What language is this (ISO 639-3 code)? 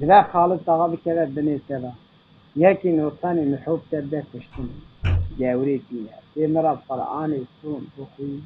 kur